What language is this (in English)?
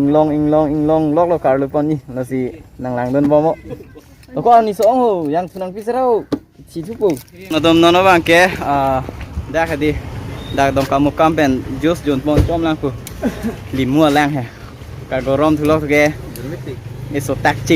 Karbi